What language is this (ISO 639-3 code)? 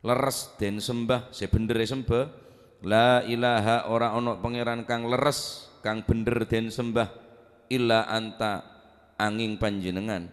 mad